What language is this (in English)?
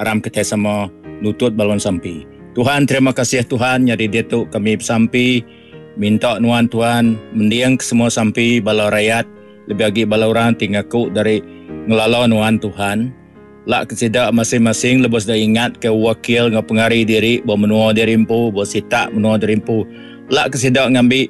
Iban